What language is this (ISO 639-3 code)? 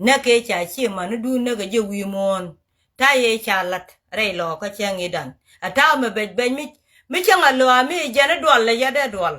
nus